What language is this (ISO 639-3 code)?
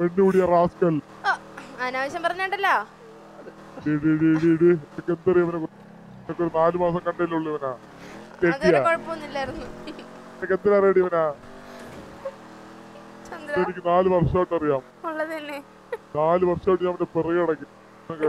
mal